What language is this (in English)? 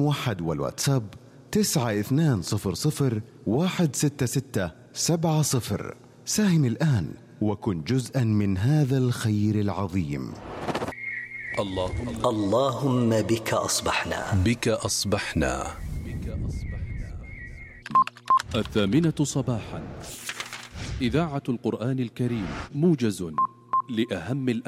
Arabic